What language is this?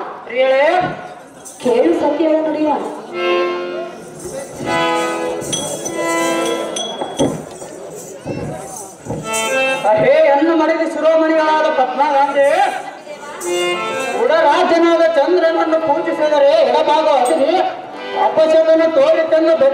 Kannada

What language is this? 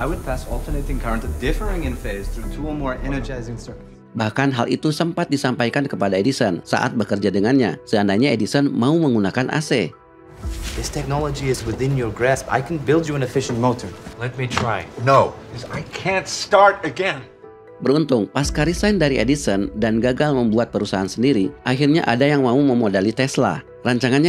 Indonesian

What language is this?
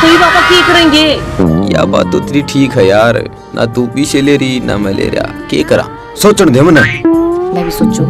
Haryanvi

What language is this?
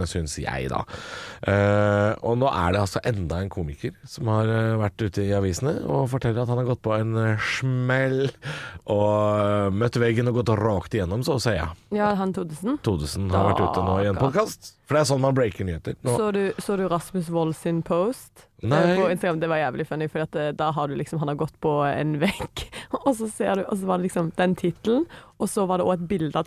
Norwegian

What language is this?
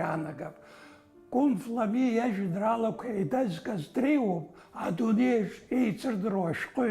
Abkhazian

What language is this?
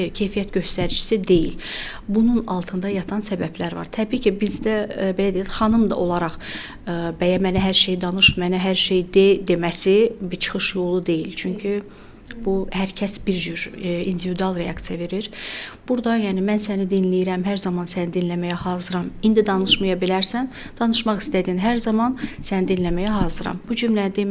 Azerbaijani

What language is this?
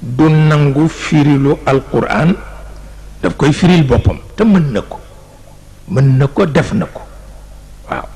Wolof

